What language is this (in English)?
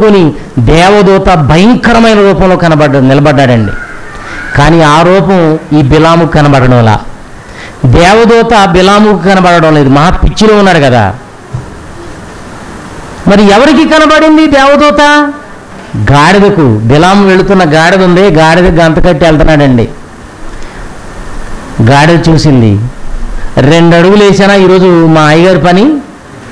Telugu